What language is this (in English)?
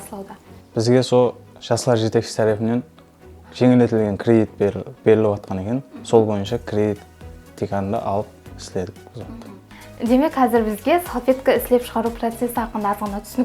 Kara-Kalpak